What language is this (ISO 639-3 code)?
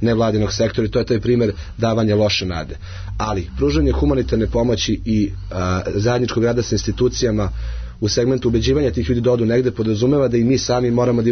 srp